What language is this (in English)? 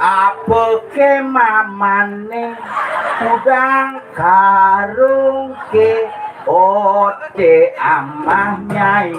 Balinese